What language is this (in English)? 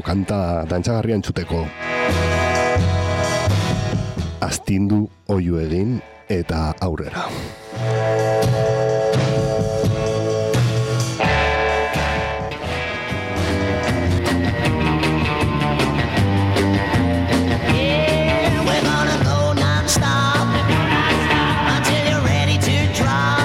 Basque